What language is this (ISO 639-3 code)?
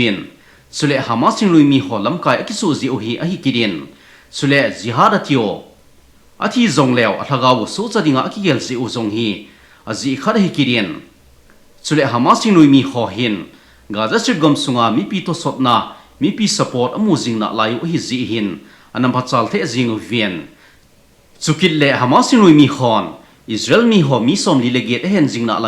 tcz